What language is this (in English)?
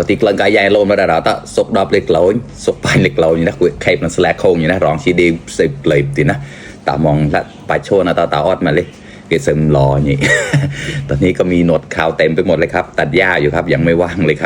Mon